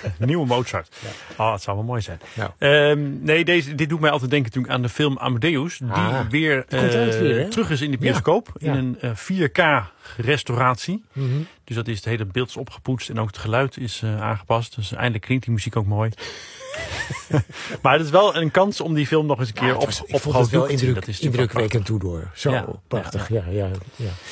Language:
Dutch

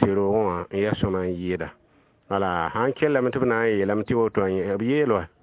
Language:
Mossi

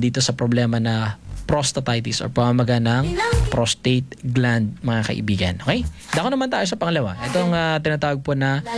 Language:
Filipino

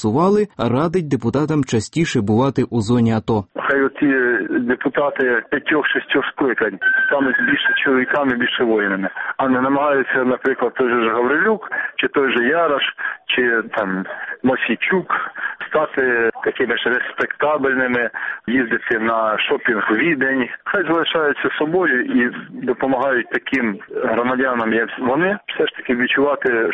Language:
Ukrainian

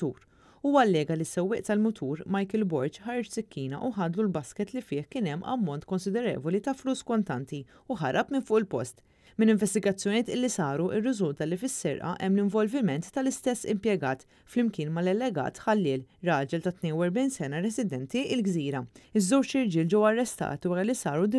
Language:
Maltese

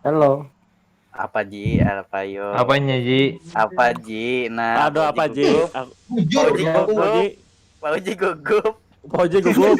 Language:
Banjar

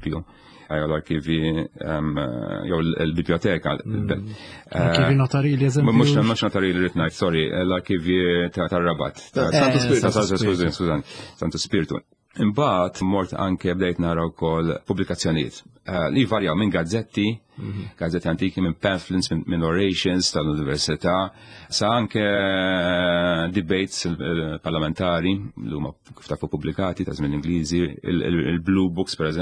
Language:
Maltese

